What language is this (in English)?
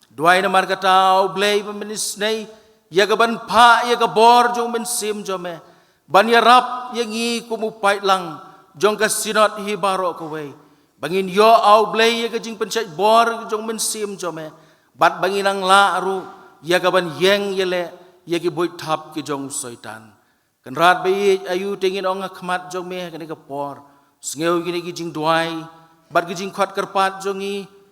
Khasi